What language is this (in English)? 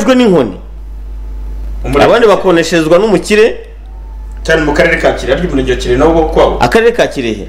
Kinyarwanda